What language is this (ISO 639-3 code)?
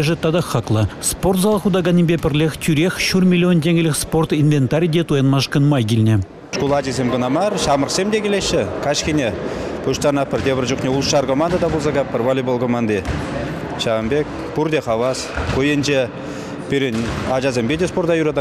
chv